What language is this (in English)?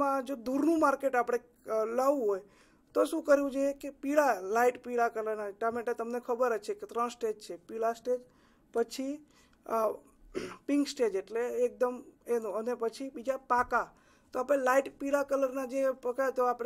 Gujarati